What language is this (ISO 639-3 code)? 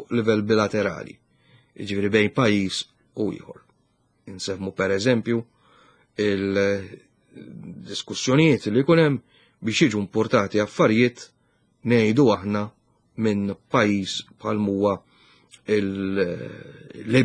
mlt